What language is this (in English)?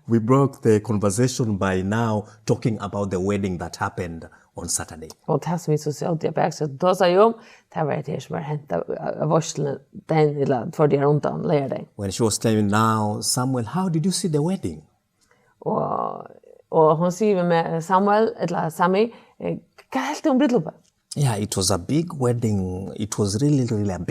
Faroese